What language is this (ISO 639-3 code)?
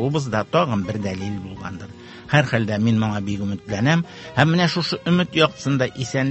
tat